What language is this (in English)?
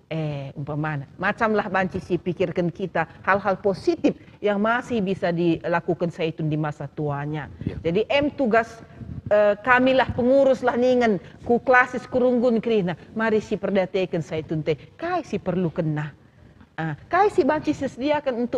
Batak Karo